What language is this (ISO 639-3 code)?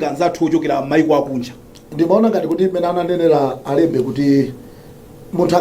nya